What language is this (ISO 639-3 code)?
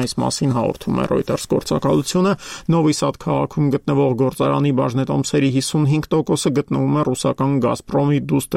hye